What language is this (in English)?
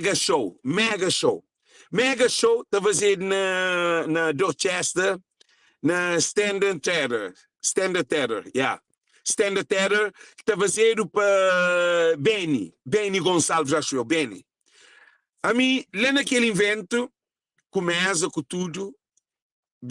Kabuverdianu